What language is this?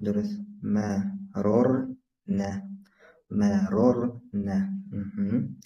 Bashkir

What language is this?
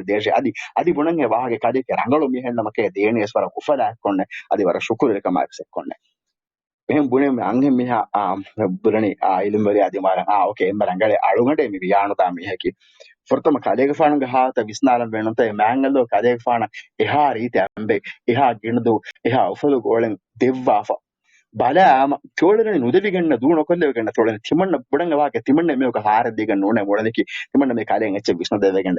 Divehi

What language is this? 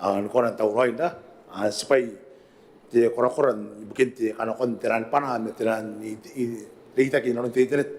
Gilbertese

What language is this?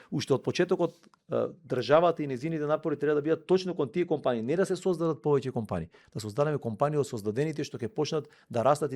Macedonian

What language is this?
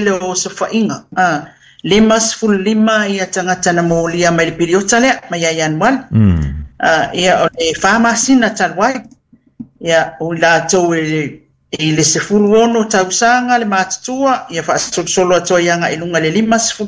Samoan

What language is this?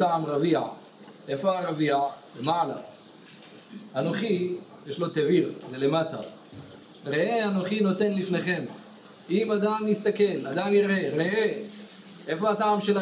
Hebrew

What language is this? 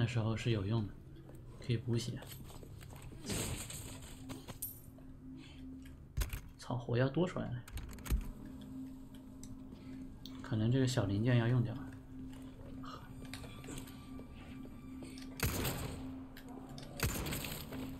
Chinese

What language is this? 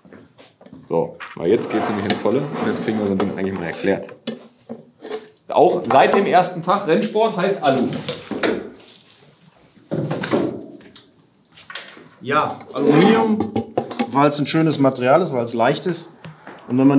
German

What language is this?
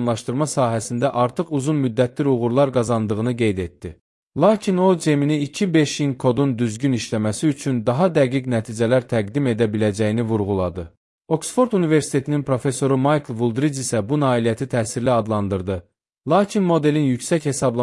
Azerbaijani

